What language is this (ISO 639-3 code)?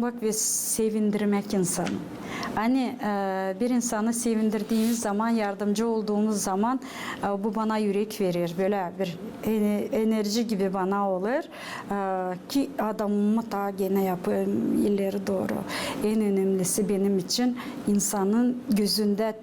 gag